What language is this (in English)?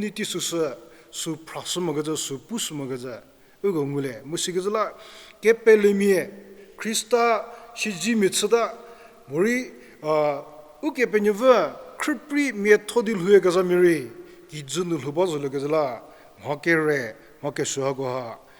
Angami Naga